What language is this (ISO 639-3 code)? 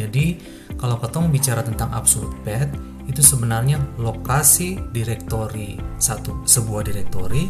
abs